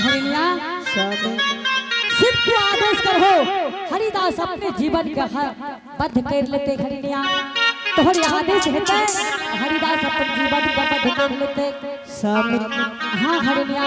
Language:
Angika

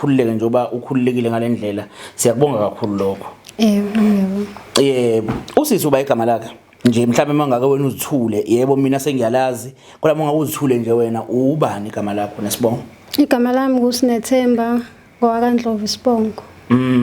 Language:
Zulu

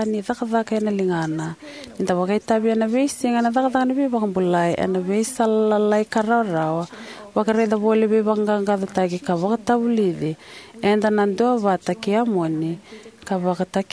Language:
Fijian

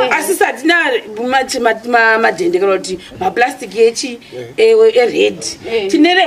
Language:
Shona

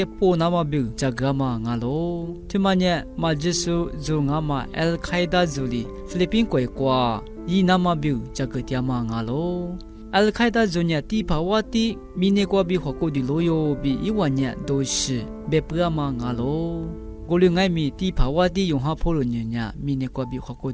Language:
Lisu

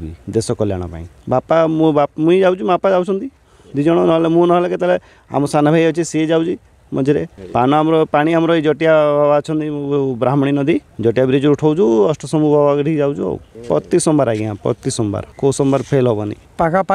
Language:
Odia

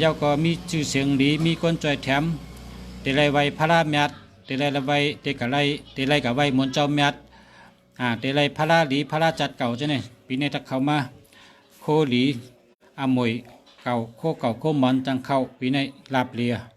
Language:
Shan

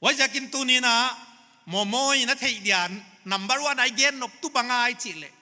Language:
Paite Chin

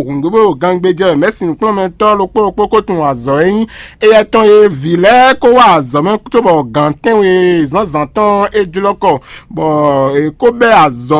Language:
Fon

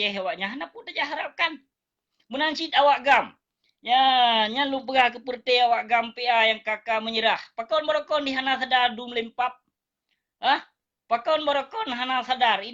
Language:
Achinese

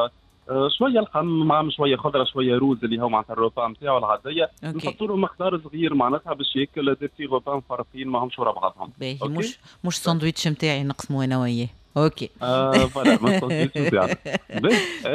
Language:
Tunisian Arabic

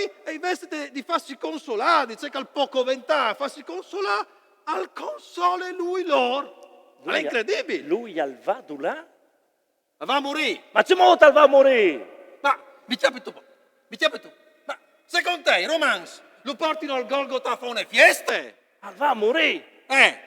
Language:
Friulian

